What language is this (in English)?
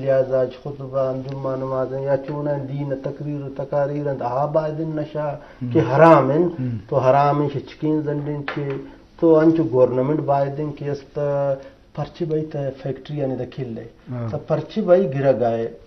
Eastern Balochi